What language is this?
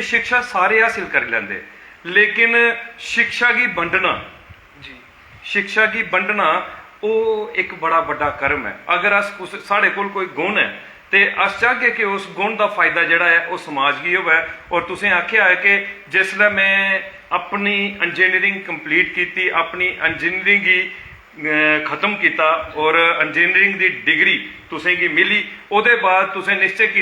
Dogri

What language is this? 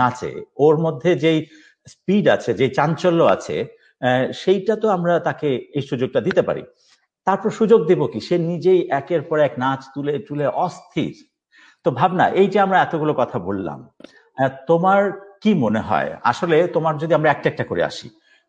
Bangla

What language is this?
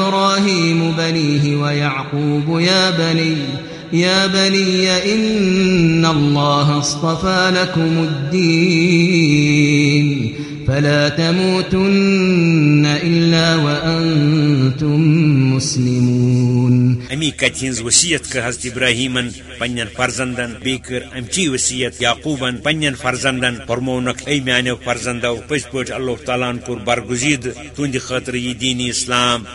Kashmiri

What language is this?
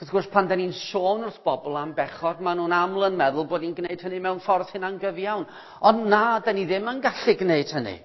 Welsh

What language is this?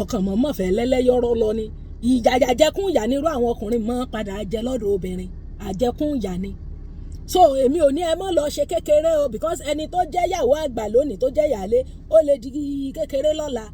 Yoruba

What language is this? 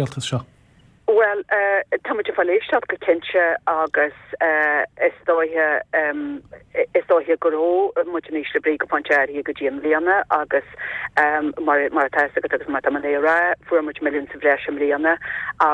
Irish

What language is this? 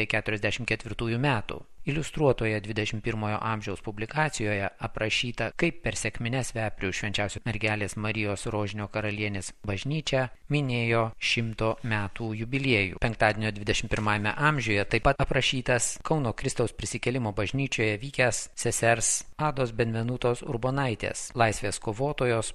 Lithuanian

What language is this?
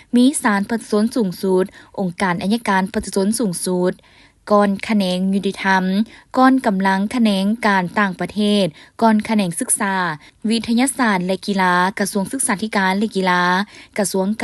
Lao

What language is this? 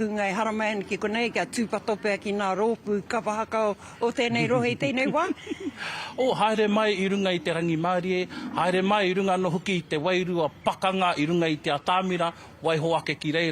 Māori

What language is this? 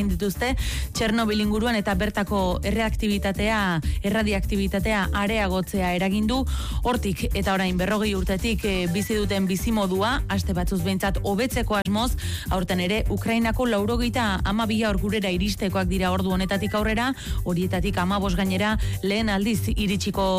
Basque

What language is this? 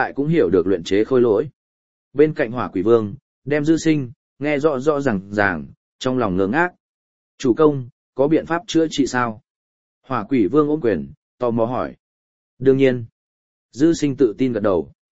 Vietnamese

